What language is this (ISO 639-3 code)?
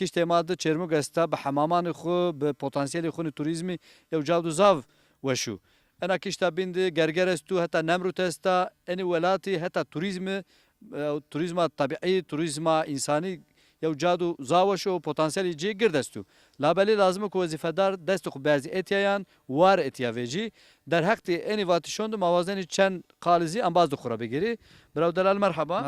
zza